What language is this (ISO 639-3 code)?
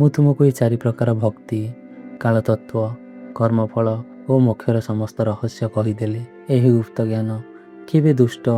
ori